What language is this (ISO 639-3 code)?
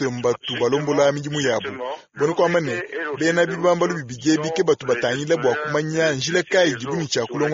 lua